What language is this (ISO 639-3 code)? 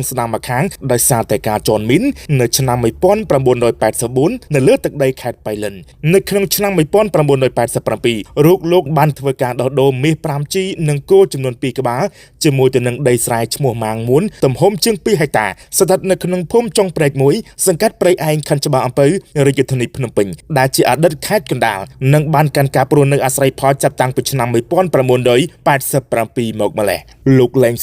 khm